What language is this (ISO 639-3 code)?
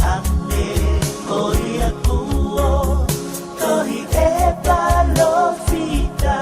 ton